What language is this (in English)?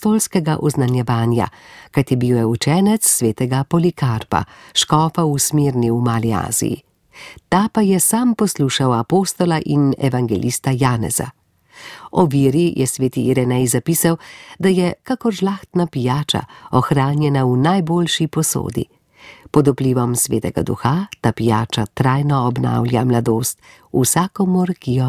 Slovenian